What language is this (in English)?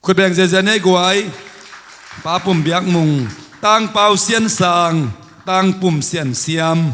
Tedim Chin